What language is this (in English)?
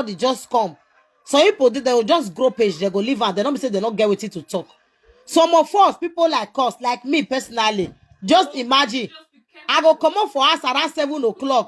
Nigerian Pidgin